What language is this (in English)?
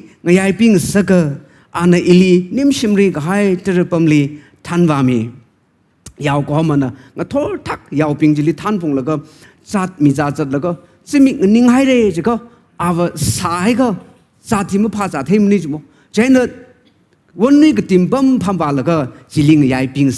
Tangkhul Naga (India)